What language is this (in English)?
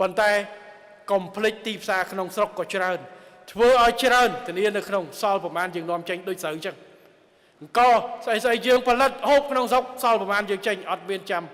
Khmer